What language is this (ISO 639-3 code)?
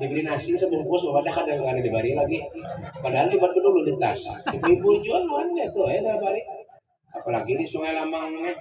bjn